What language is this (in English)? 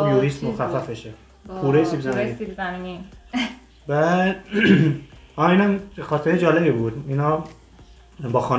Persian